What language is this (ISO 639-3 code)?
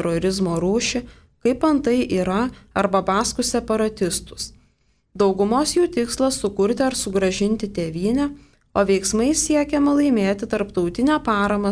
lit